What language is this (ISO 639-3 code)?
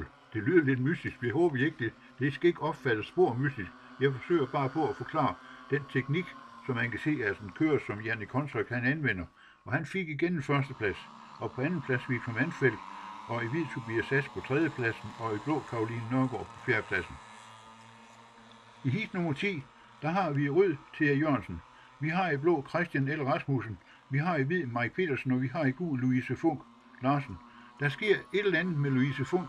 dan